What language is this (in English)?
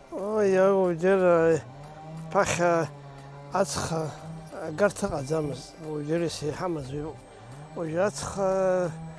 Abkhazian